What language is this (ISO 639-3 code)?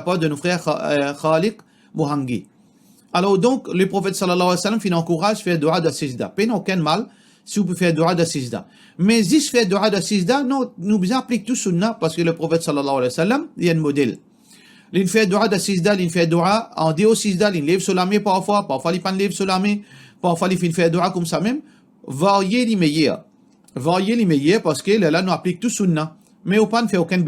mfe